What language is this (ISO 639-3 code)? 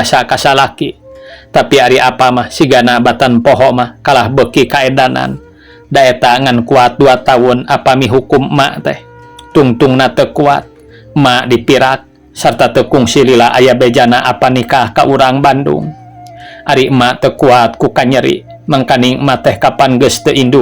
sun